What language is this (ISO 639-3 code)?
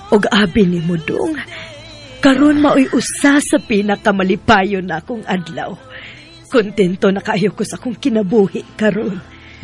ceb